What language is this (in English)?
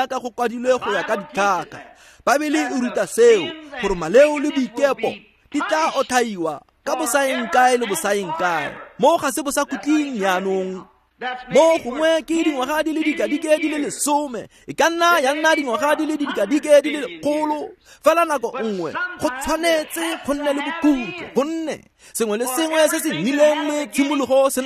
Tswana